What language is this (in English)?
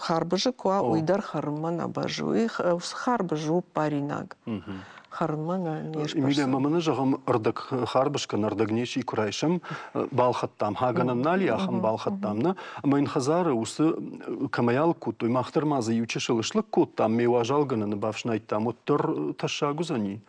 Ossetic